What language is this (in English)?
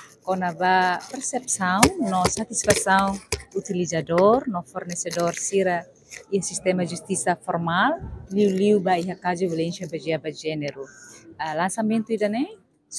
Tetum